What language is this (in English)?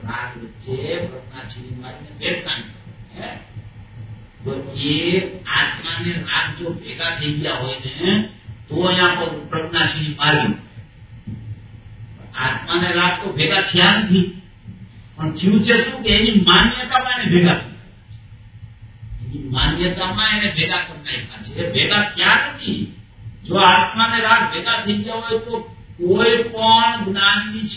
Gujarati